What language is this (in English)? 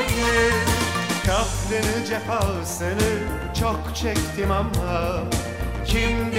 Turkish